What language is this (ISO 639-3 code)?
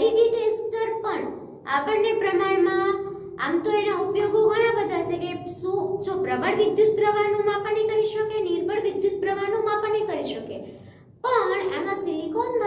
guj